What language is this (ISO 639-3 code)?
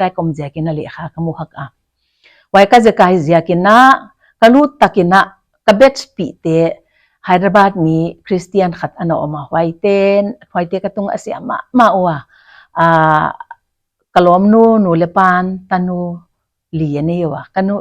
pck